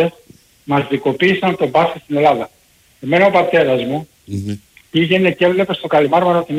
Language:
Greek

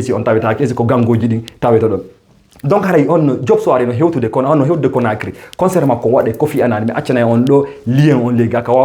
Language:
Fula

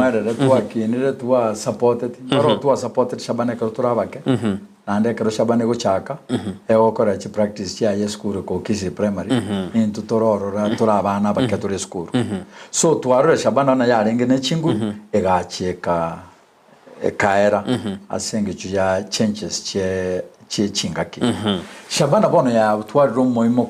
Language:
Gusii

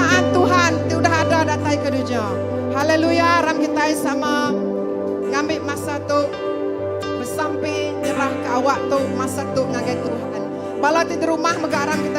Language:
Iban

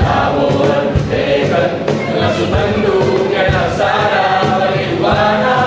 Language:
Batak Karo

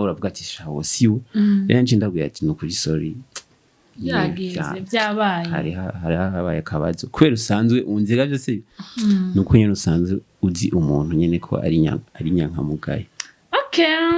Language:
Rundi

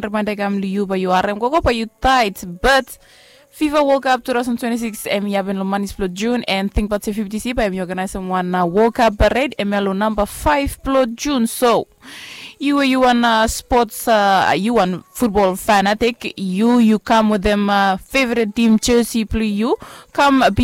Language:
Bislama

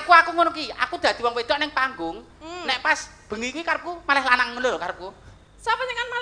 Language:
Javanese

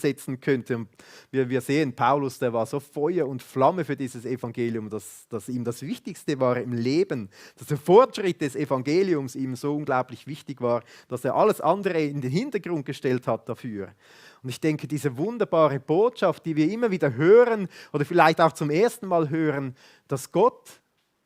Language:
Swiss German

